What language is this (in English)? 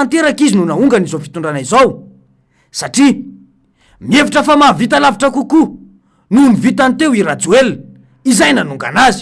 Malagasy